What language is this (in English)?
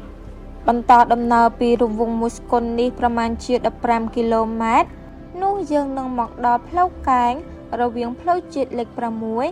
Khmer